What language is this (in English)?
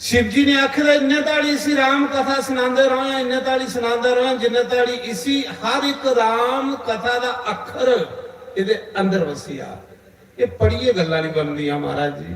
Dogri